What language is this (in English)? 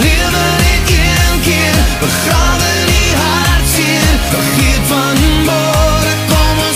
Afrikaans